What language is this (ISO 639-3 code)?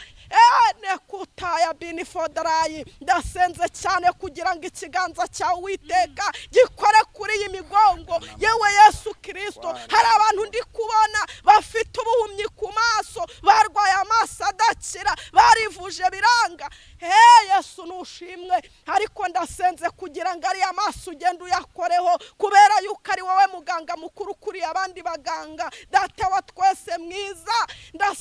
kin